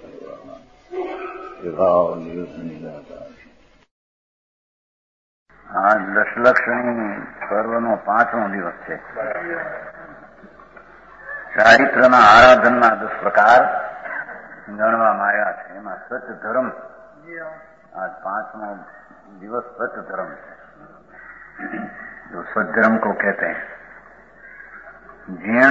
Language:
Gujarati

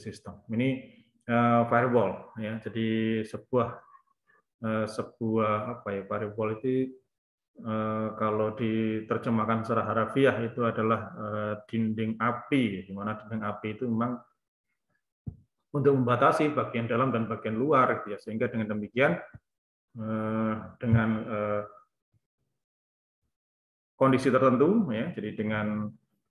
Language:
Indonesian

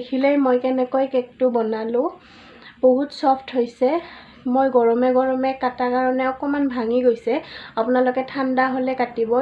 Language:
Assamese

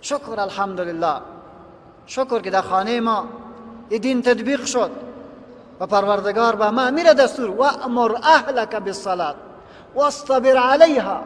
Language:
Persian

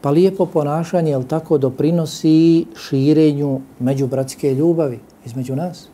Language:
Bosnian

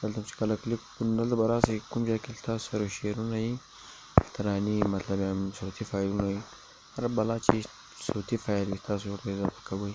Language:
Pashto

